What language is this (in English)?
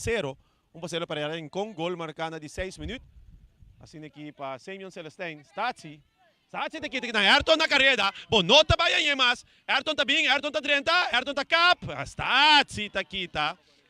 Papiamento